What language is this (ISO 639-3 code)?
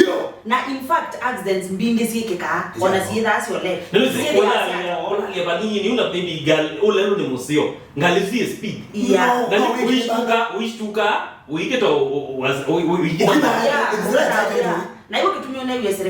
kam